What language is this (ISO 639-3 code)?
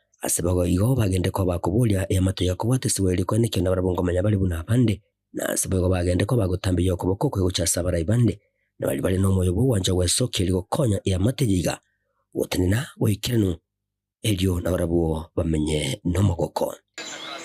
guz